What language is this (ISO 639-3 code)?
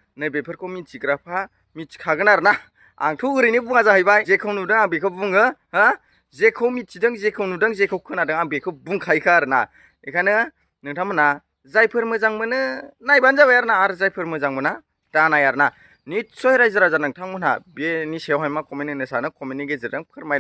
brx